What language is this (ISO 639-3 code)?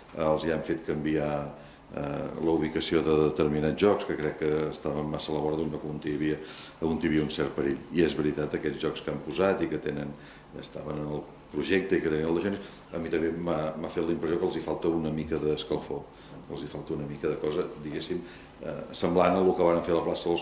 cat